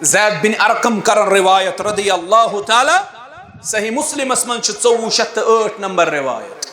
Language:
Kashmiri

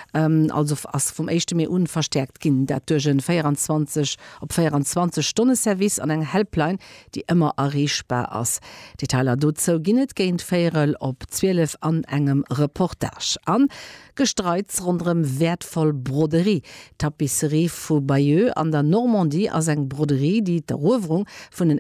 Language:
Luxembourgish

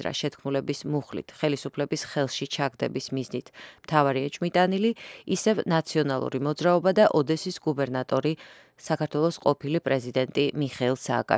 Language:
Georgian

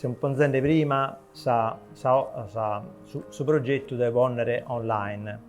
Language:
Sardinian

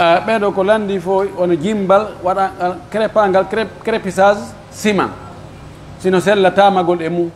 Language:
Pular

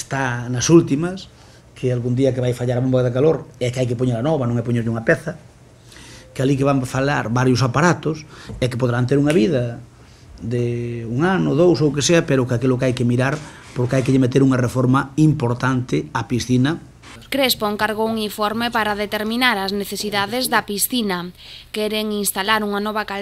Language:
Galician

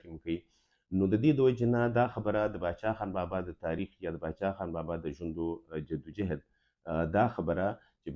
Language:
Pashto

